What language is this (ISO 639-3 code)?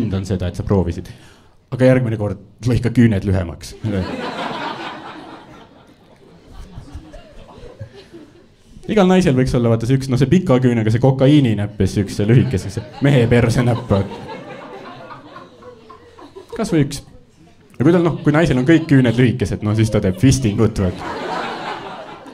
est